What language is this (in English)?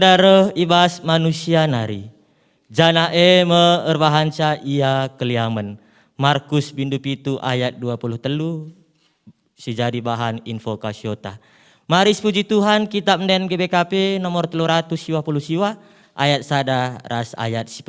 Batak Karo